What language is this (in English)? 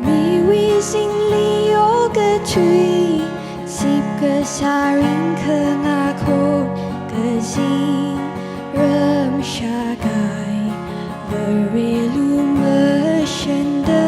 Tangkhul Naga (India)